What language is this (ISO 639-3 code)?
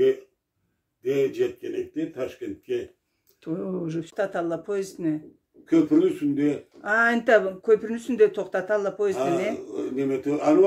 krc